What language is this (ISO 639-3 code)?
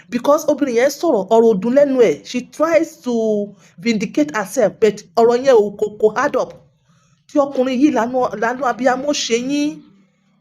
yor